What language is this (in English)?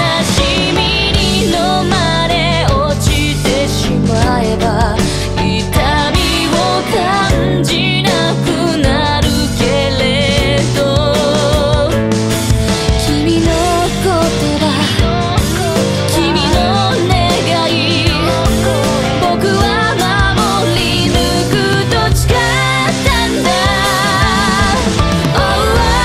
Japanese